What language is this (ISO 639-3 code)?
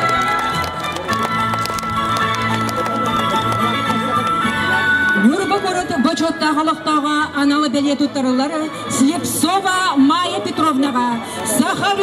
sah